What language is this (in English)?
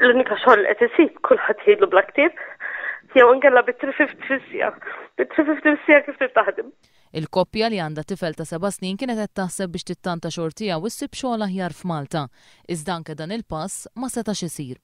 Maltese